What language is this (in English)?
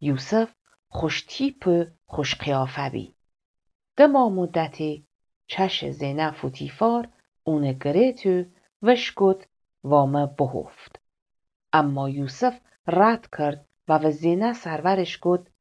Gilaki